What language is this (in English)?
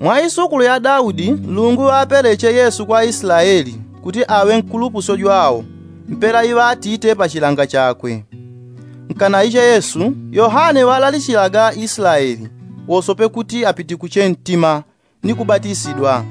Yao